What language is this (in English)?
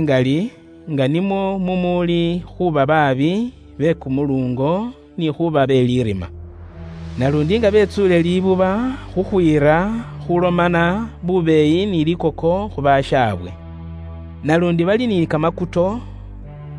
Luyia